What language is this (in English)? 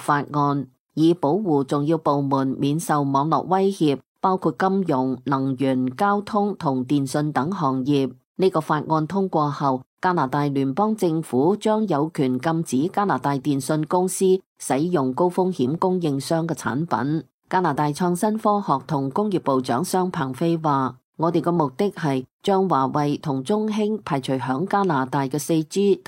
Cantonese